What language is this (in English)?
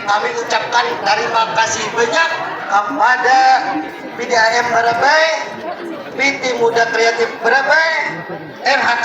Banjar